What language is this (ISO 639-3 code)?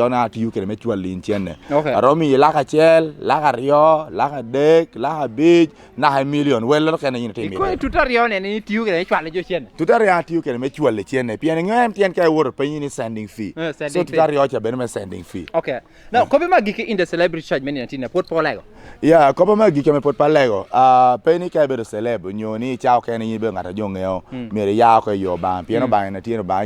laj